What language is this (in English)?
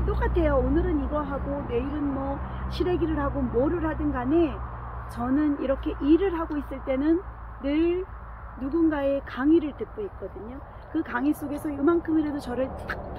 Korean